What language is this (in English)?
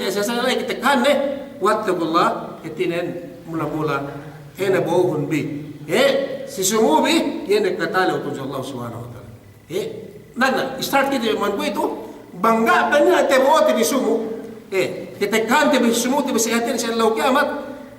Yakan